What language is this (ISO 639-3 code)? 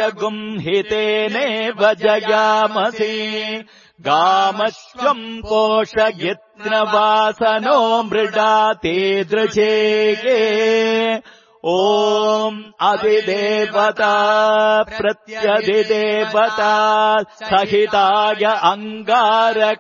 san